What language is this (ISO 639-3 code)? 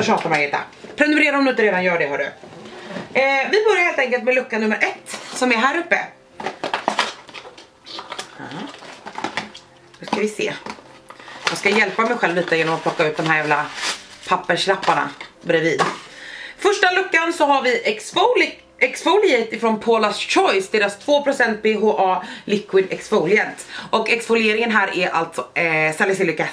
swe